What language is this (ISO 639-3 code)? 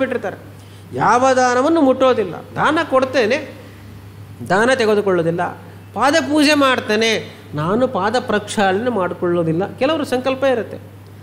kan